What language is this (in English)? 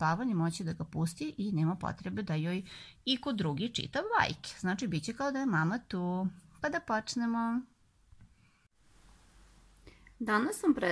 Serbian